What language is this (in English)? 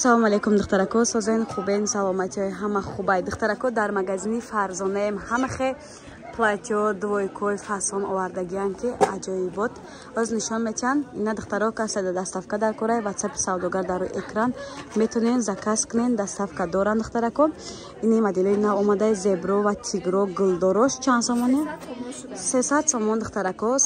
Tajik